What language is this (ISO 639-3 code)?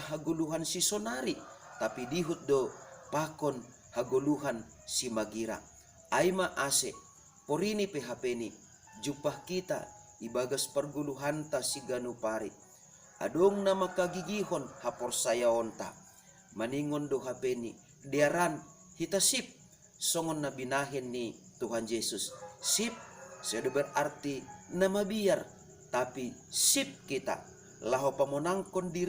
bts